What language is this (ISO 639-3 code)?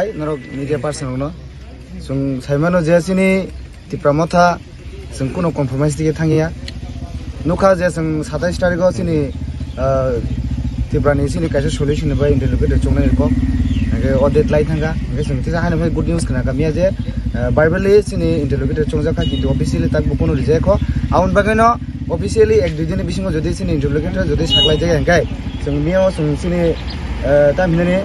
ria